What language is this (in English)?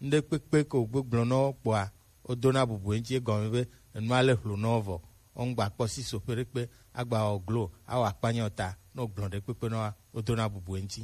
Gen